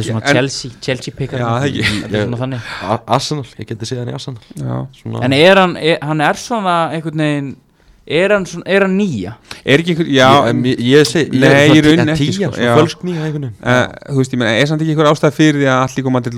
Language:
Icelandic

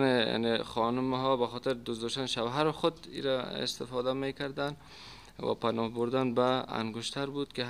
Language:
Persian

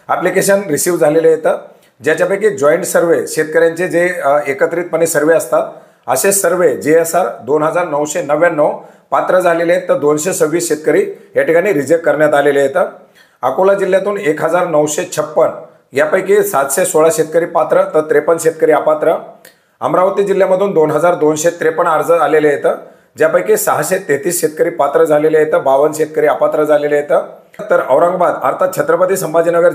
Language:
Marathi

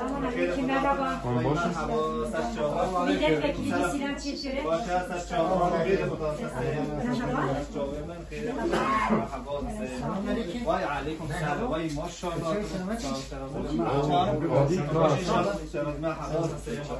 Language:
Kurdish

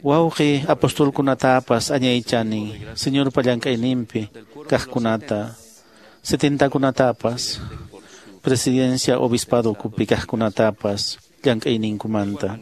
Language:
Quechua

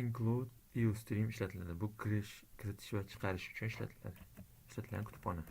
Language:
Uzbek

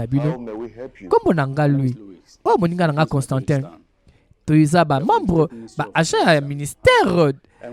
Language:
Lingala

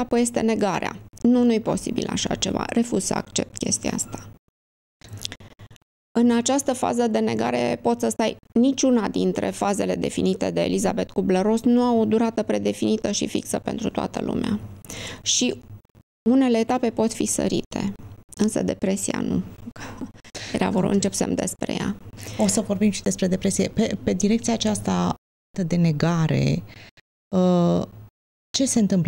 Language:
Romanian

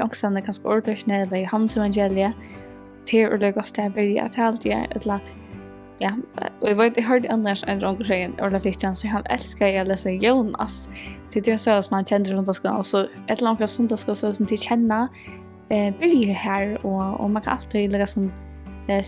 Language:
Faroese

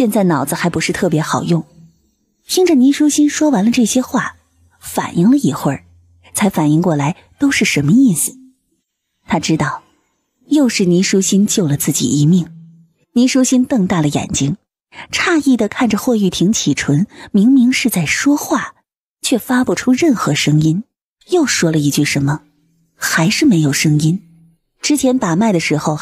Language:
Chinese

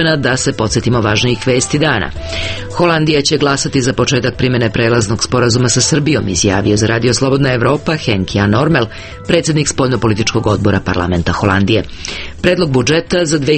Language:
Serbian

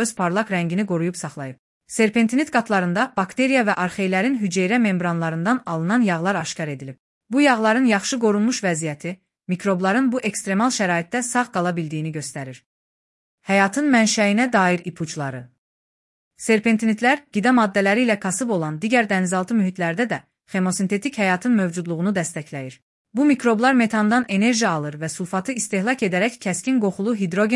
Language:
Azerbaijani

